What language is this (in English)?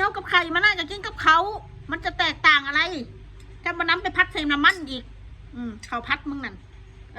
Northeastern Thai